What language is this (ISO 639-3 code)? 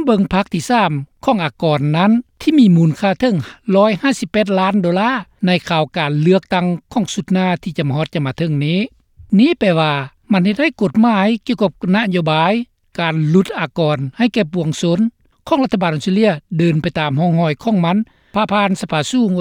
lao